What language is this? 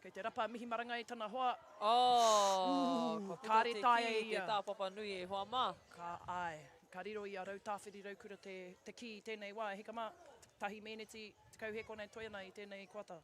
Māori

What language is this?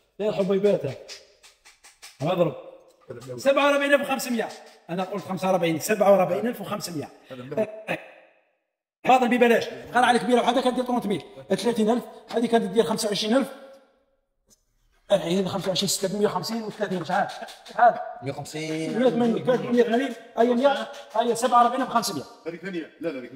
Algerian Arabic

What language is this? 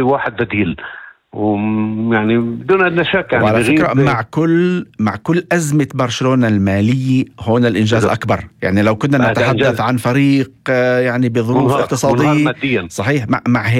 North Levantine Arabic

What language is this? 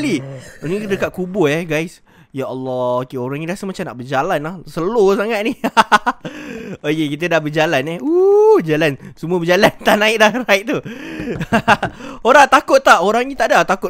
Malay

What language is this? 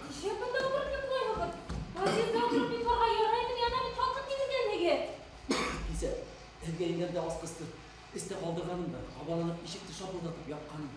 Bashkir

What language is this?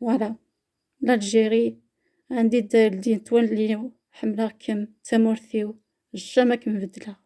Kabyle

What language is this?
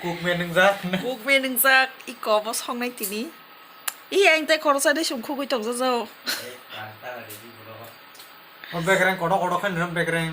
Kok Borok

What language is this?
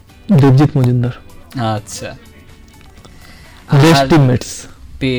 Bangla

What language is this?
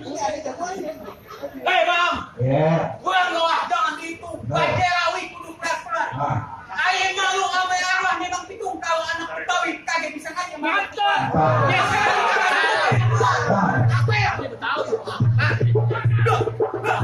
Betawi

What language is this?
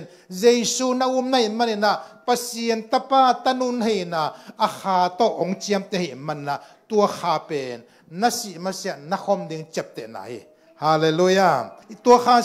Tedim Chin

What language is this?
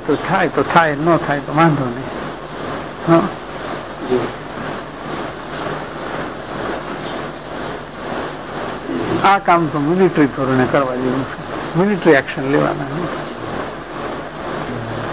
Gujarati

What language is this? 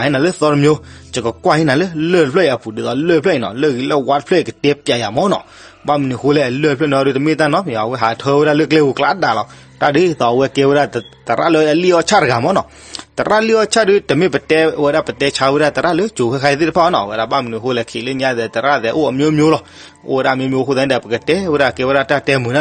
S'gaw Karen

